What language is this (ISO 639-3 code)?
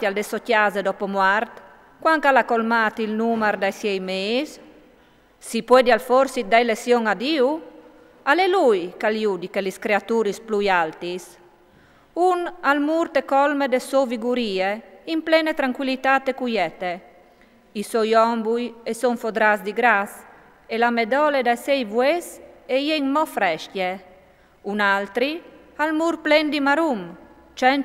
fur